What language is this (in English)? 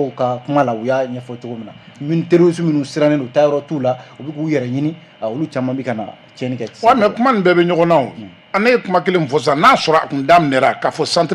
Bambara